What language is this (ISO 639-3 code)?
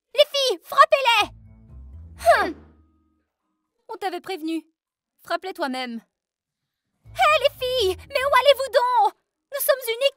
fra